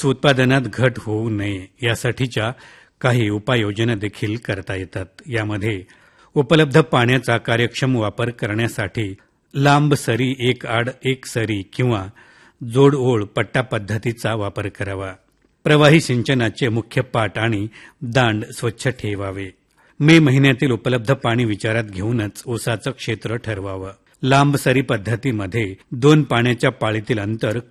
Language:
Marathi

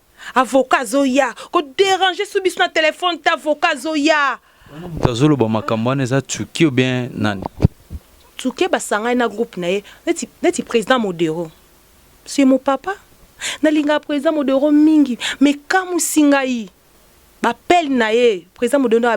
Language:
Lingala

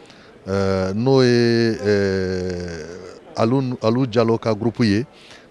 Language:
Bambara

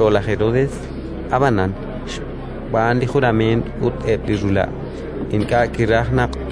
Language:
Kekchí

